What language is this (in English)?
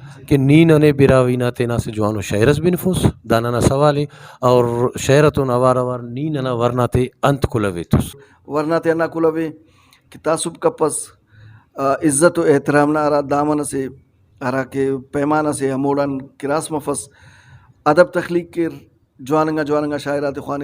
Brahui